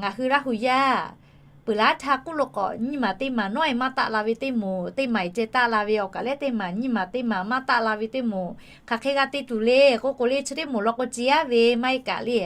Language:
Lahu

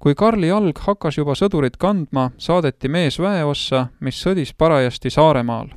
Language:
Estonian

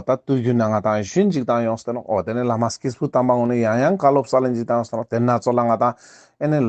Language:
Ladakhi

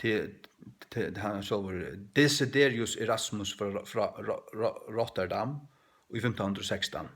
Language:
Faroese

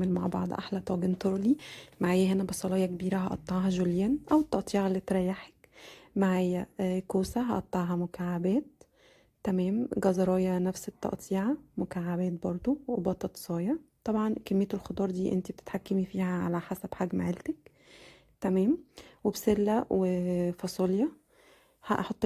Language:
Egyptian Arabic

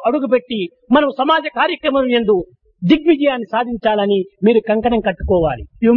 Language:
Telugu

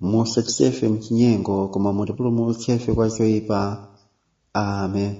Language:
Nyanja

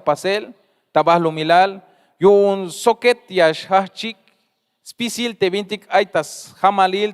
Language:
Tzeltal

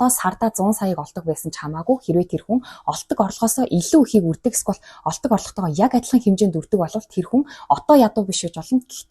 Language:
Mongolian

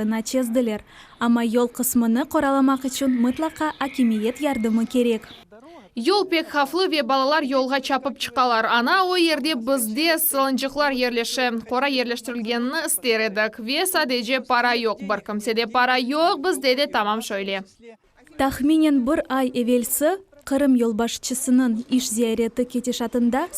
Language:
Crimean Tatar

